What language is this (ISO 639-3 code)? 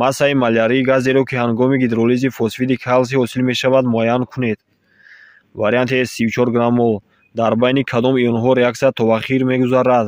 tgk